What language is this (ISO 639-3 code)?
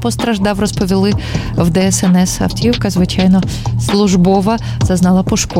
ukr